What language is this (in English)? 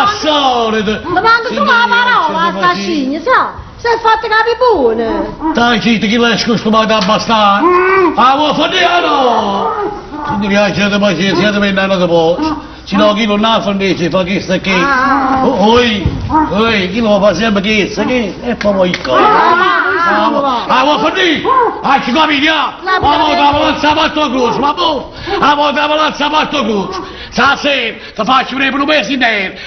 Neapolitan